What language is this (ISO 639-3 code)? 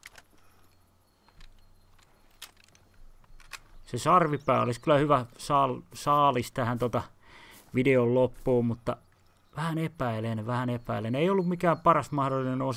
fin